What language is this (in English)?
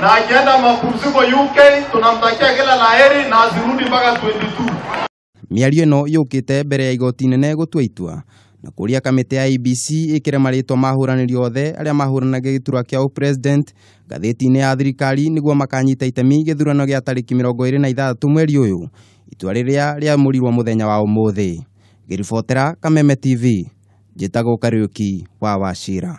Kikuyu